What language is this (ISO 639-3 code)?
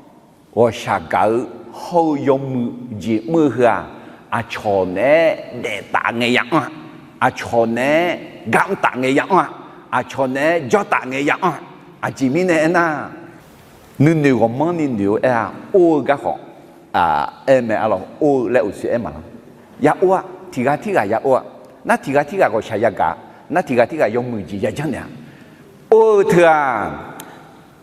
ahk